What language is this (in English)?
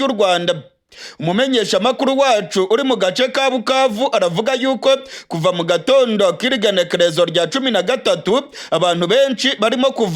Rundi